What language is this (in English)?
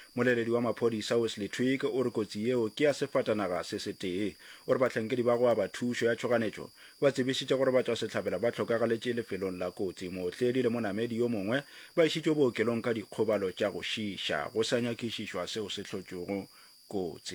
Northern Sotho